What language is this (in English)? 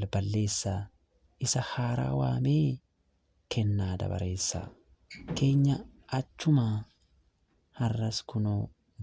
Oromo